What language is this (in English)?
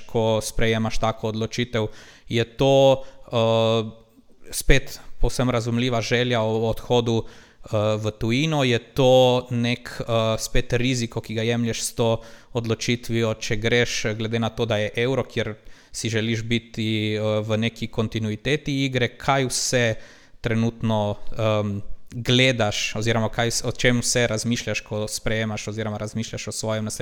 Slovenian